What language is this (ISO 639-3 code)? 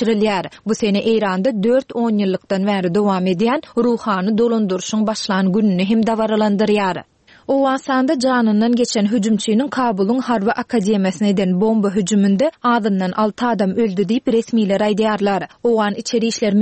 tuk